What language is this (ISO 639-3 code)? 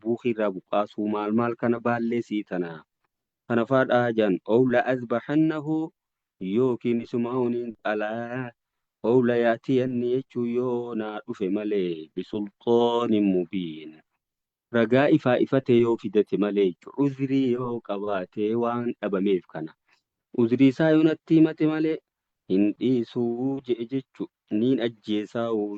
orm